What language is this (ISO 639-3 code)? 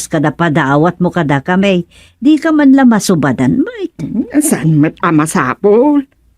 ilo